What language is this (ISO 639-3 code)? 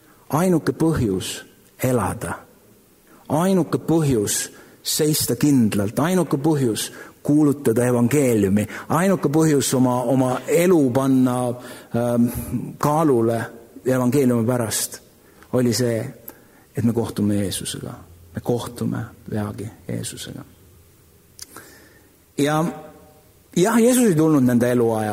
est